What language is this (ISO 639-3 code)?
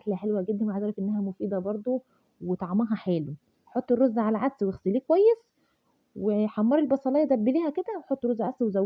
arz